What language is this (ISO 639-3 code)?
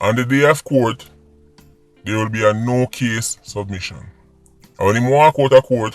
jam